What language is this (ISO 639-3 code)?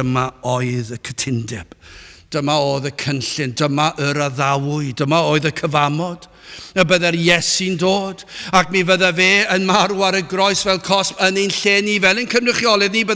cym